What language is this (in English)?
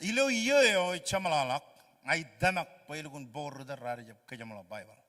Marshallese